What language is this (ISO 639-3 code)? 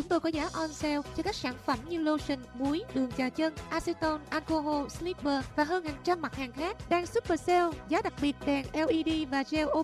vie